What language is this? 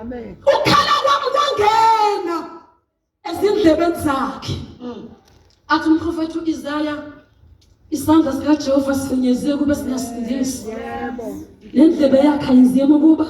Zulu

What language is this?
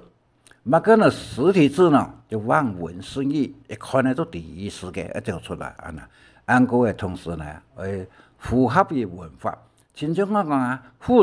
Hakka Chinese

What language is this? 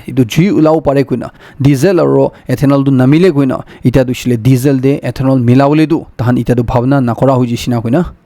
Naga Pidgin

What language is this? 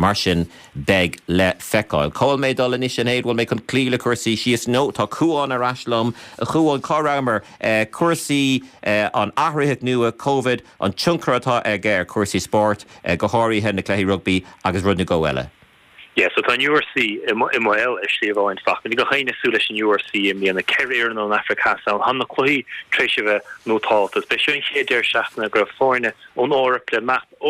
Irish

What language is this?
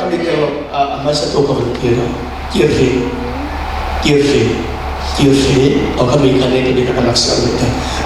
Falam Chin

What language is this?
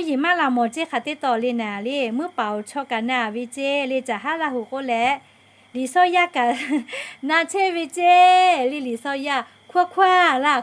Lahu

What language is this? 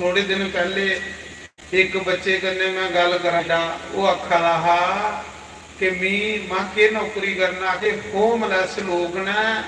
Dogri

